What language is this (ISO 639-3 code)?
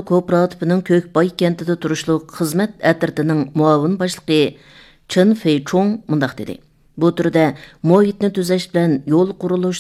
uig